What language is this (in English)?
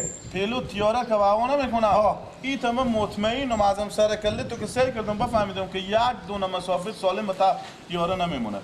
Persian